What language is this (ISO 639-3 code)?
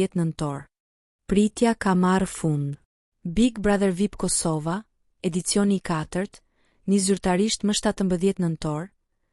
sqi